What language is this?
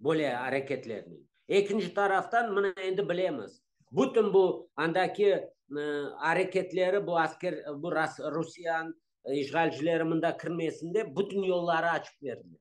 Crimean Tatar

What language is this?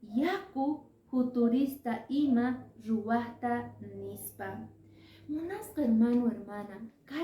Quechua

